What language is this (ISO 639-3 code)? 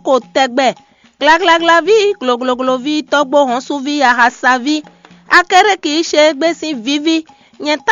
fon